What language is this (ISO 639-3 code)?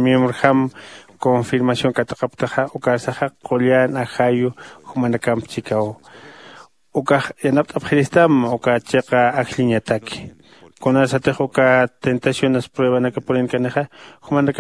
aym